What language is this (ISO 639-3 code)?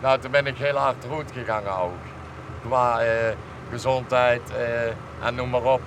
lim